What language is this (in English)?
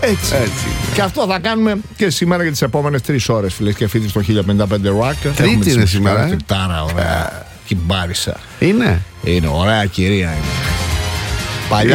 Greek